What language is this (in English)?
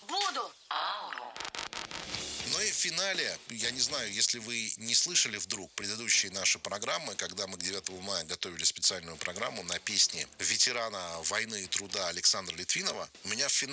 Russian